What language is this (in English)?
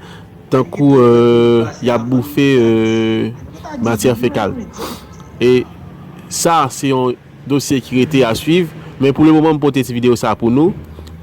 Haitian Creole